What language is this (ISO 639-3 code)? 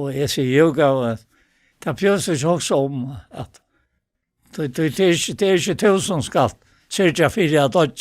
fao